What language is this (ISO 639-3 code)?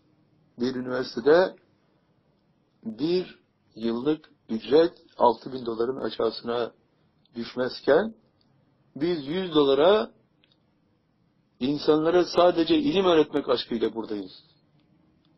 tur